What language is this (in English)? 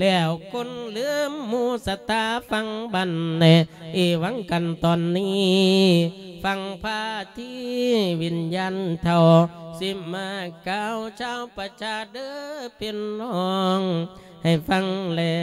Lao